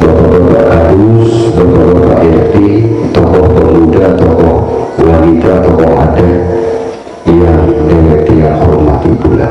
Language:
Sasak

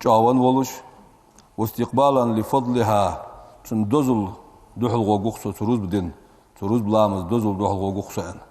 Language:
Ingush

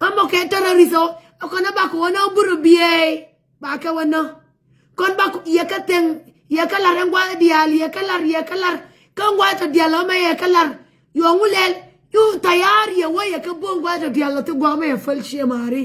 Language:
Nuer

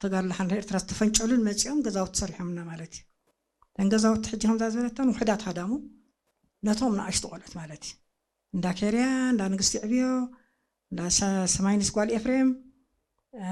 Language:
Tigrinya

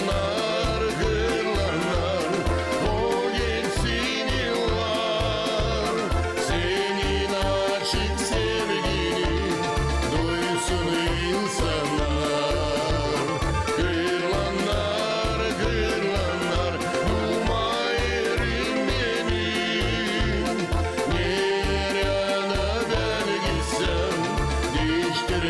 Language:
Gagauz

